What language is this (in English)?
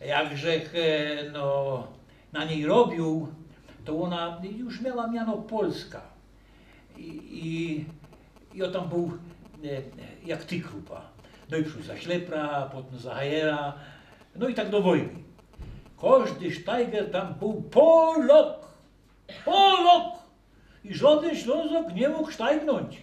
Silesian